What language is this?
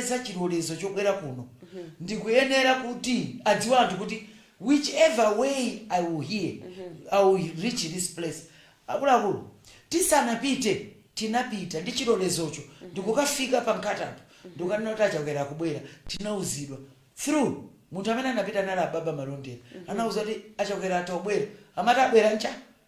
Nyanja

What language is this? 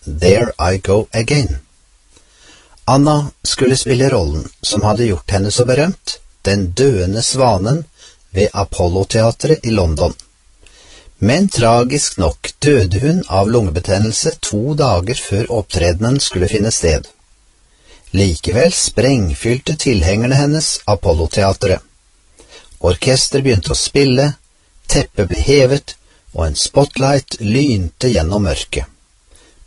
Norwegian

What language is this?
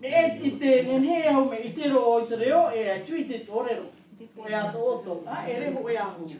Tahitian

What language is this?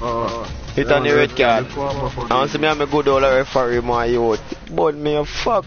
Jamaican Creole English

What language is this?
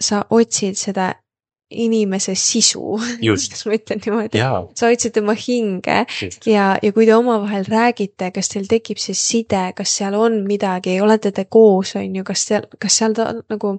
Estonian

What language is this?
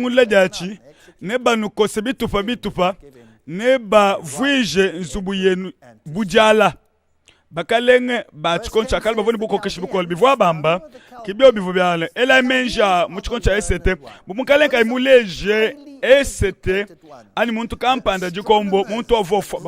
Luba-Lulua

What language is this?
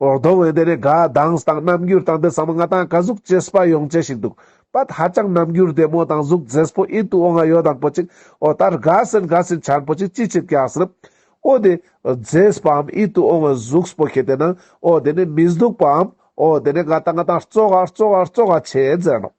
Ladakhi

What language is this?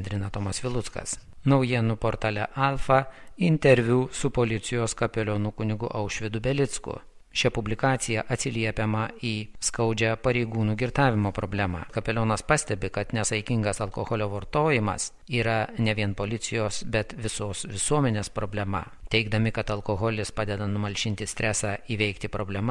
Lithuanian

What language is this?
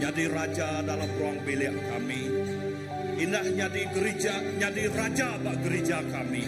Iban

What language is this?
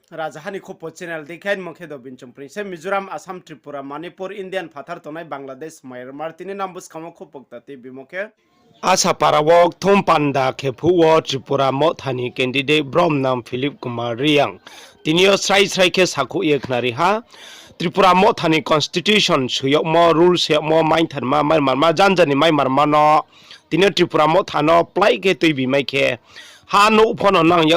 Riang (India)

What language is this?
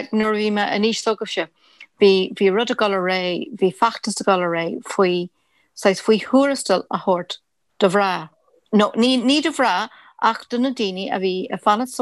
Irish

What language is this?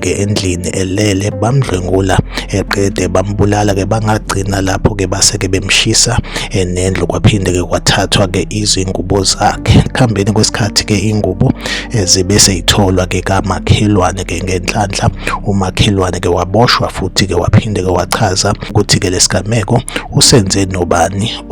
Zulu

